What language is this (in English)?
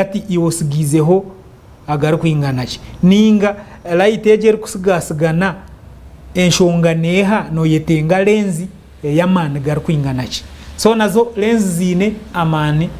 Nyankole